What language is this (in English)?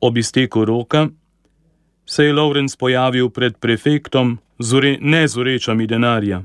Slovenian